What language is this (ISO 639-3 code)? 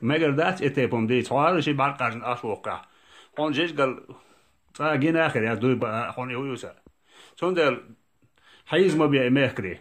che